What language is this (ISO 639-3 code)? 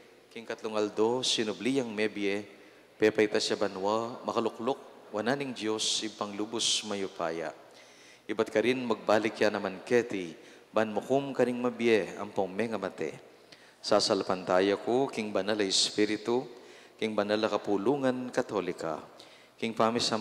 pam